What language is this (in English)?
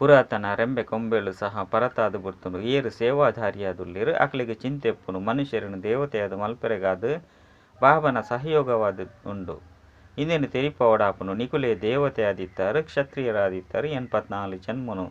Tulu